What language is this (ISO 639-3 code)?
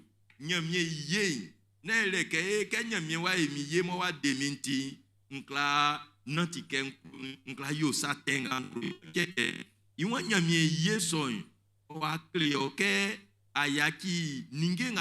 bci